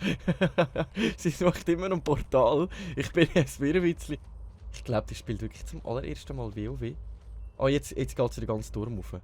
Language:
Swiss German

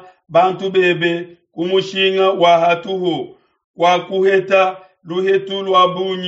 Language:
Luba-Lulua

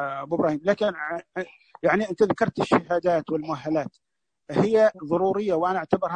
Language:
Najdi Arabic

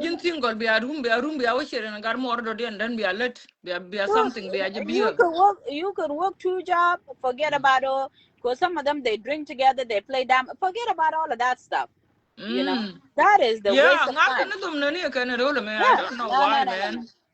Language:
Nuer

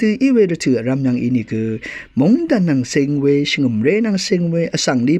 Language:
Rawang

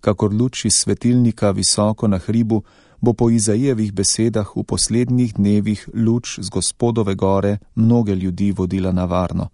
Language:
Slovenian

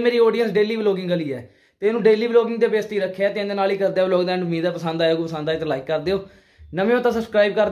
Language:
Punjabi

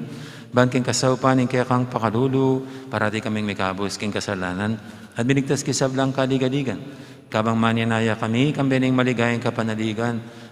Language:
Pampanga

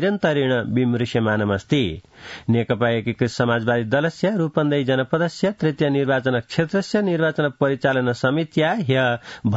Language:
Sanskrit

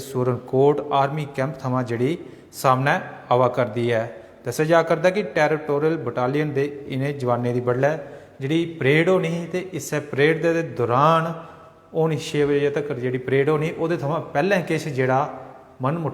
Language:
Dogri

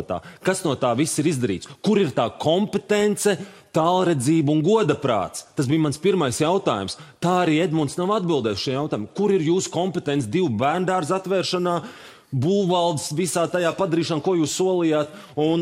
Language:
Latvian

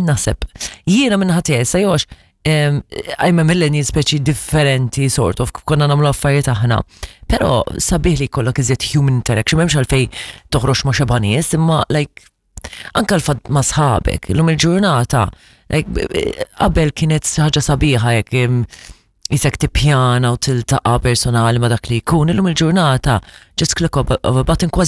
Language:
Maltese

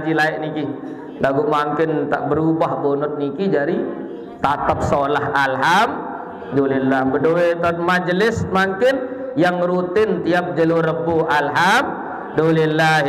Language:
Sasak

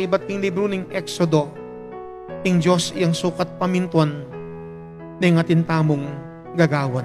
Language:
Pampanga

